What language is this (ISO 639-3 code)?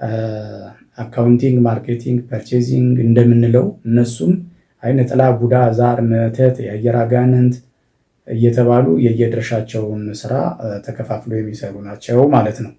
amh